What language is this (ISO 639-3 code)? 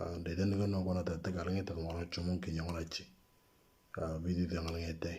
mor